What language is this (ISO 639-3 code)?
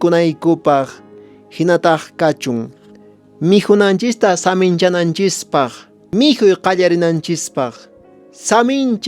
que